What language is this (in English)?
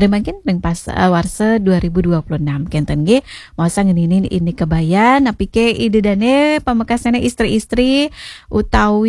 Balinese